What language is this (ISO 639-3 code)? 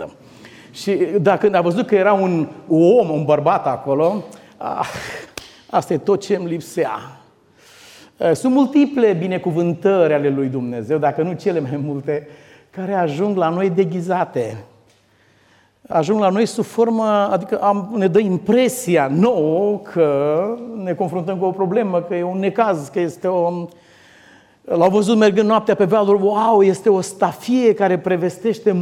ron